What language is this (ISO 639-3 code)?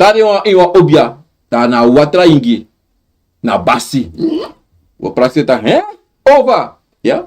srn